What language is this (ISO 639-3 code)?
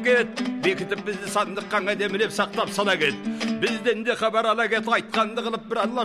kaz